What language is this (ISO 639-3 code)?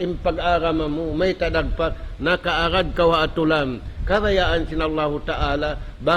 tsg